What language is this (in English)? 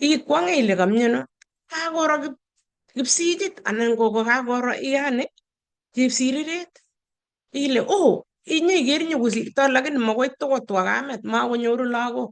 Kalenjin